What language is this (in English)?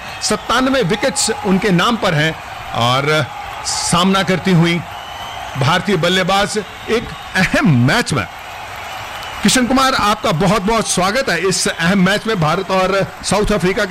Hindi